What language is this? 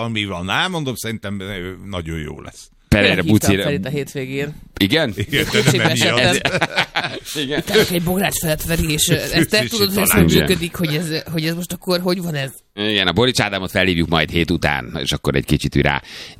Hungarian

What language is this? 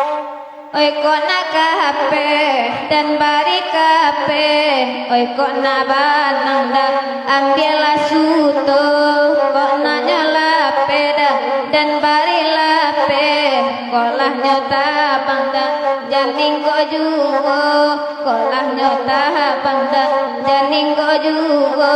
Minangkabau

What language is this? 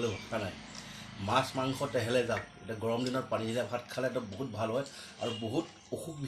Assamese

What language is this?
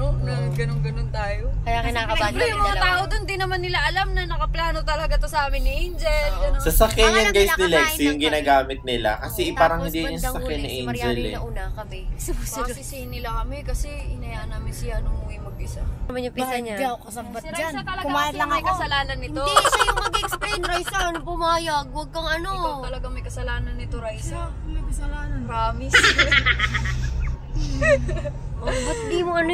Filipino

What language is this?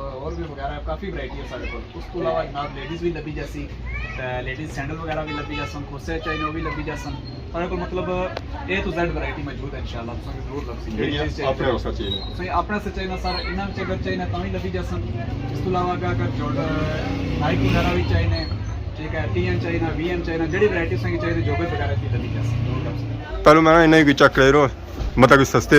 Pahari-Potwari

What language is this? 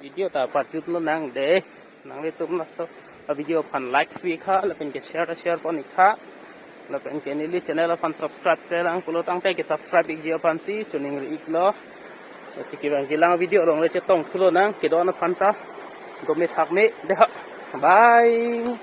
Karbi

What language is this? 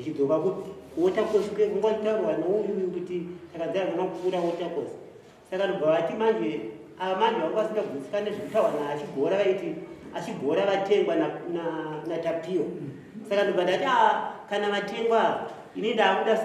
Shona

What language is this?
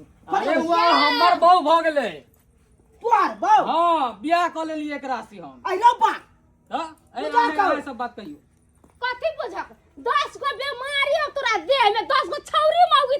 Maithili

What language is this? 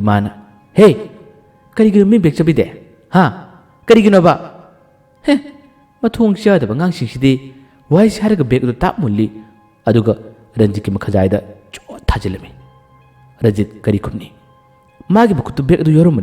Manipuri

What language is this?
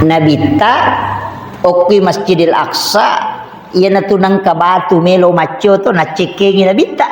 Buginese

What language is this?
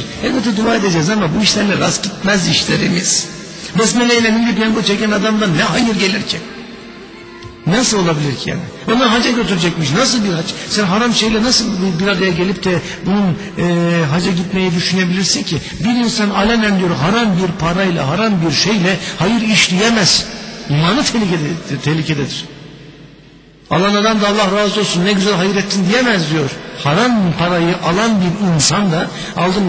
Turkish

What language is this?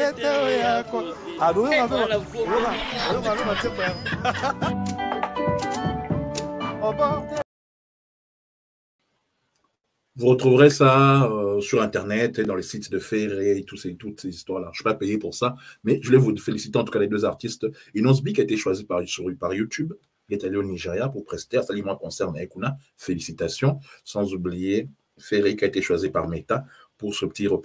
French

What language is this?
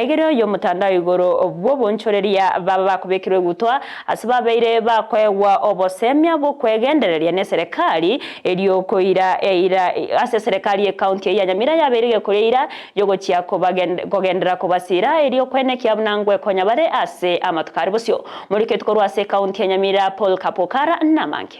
Gusii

